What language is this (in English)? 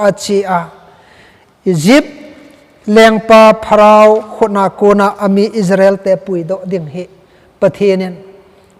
Thado Chin